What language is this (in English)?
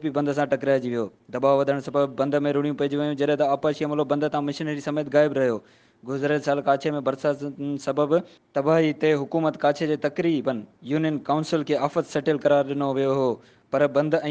Sindhi